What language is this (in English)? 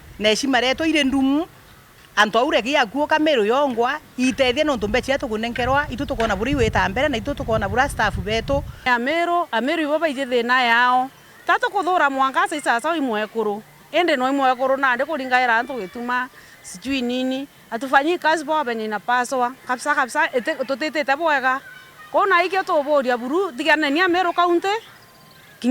Meru